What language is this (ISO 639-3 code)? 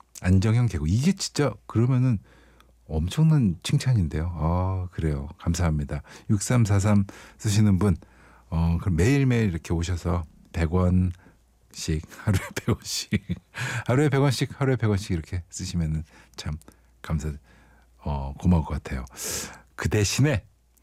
kor